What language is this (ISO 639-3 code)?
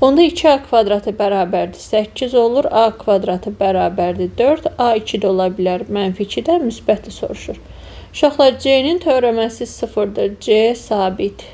aze